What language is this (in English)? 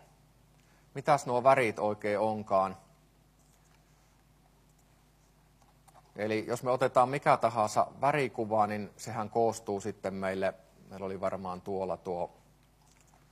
Finnish